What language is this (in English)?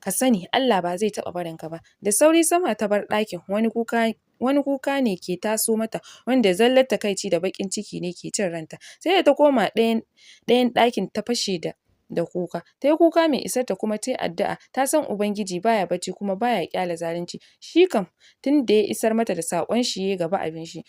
Hausa